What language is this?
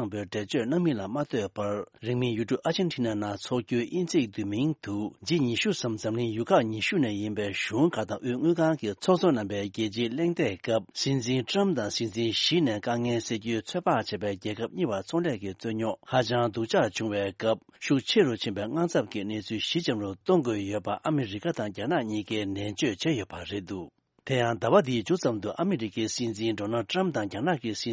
Tibetan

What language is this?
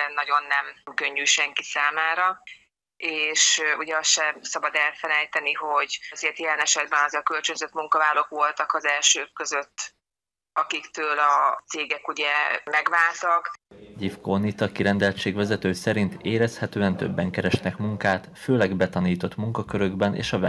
Hungarian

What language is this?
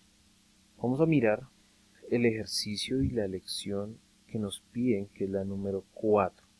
Spanish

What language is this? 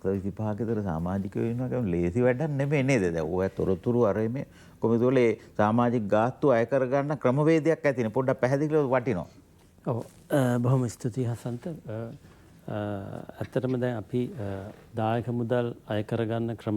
Sinhala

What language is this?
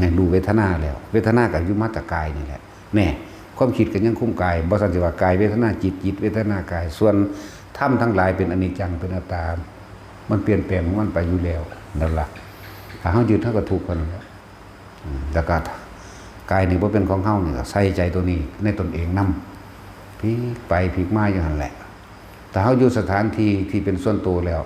Northeastern Thai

